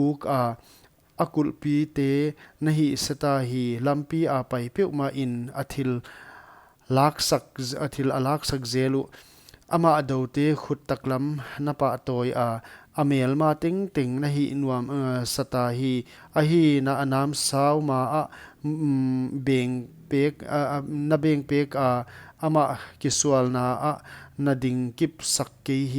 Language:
Paite Chin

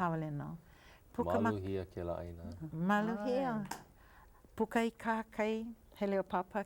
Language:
Hawaiian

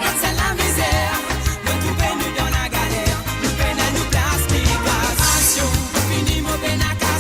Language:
Morisyen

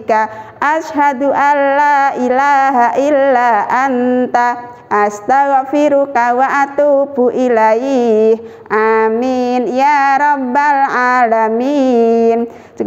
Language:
Indonesian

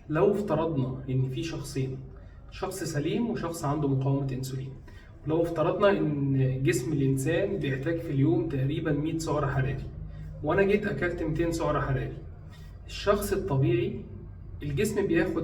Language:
Egyptian Arabic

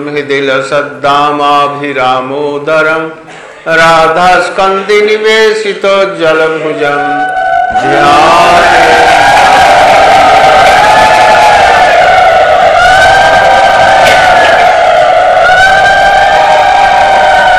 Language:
Hindi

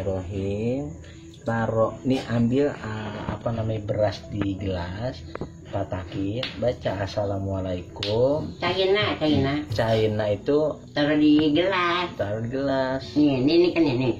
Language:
Betawi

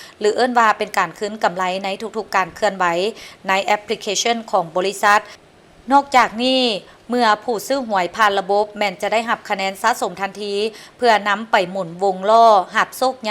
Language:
Lao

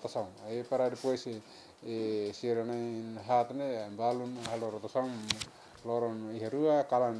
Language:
Tetum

